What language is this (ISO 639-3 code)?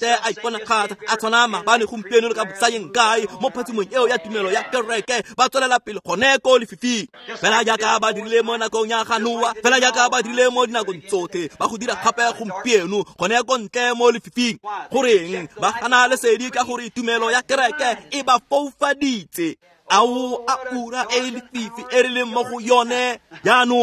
tsn